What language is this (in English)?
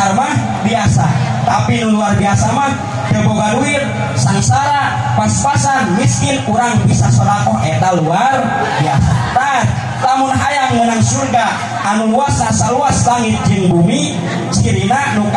Sundanese